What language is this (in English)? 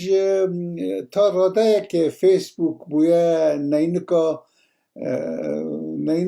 Kurdish